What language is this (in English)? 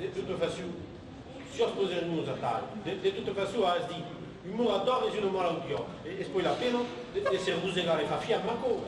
Occitan